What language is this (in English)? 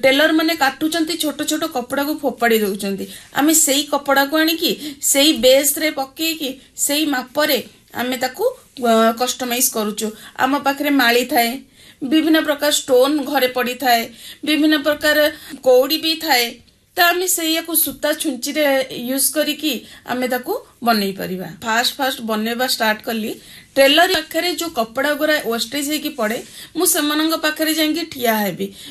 Odia